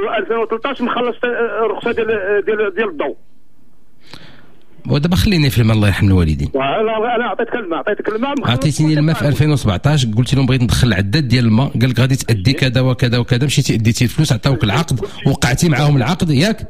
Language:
Moroccan Arabic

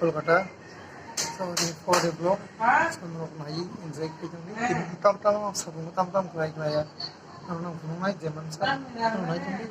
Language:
Kok Borok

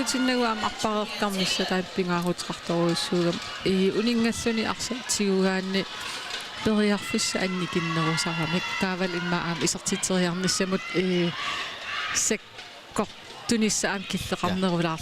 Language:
Kalaallisut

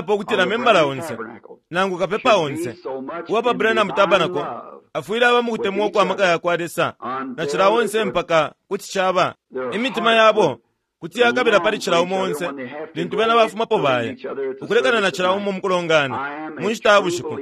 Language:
Bemba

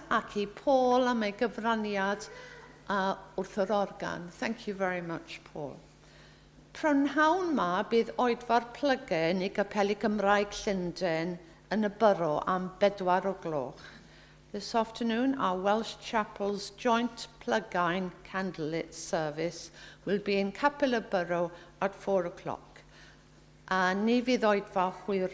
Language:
Welsh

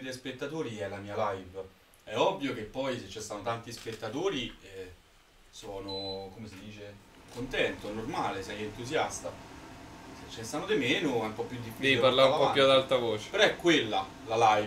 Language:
Italian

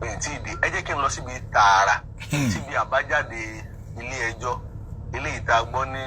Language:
Yoruba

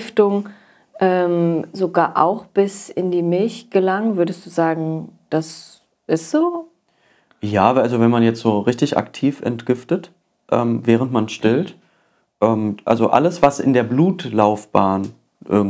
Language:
German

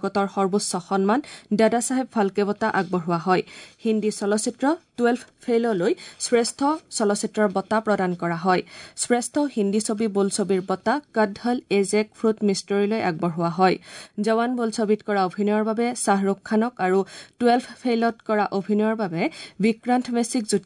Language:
Assamese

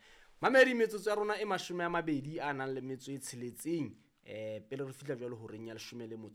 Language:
Southern Sotho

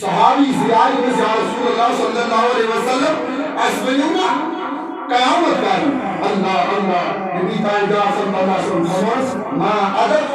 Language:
Kashmiri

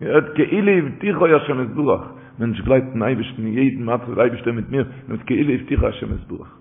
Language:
Yiddish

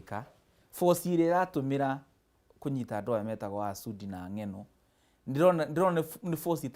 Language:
Kikuyu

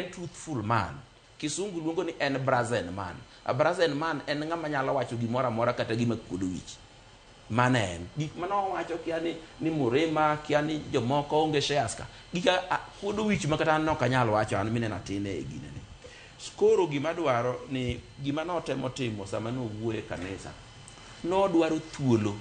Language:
Luo (Kenya and Tanzania)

